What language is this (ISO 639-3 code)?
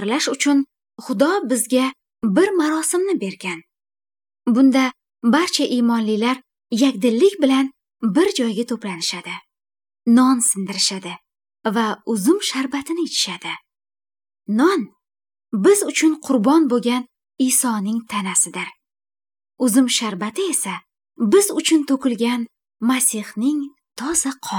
uzb